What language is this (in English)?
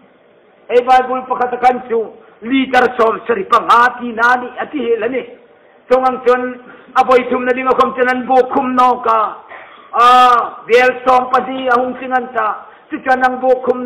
Hmar